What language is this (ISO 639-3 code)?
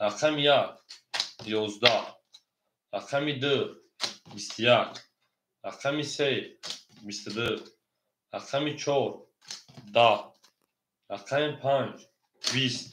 tgk